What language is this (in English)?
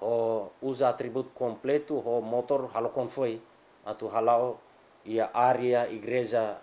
Tetum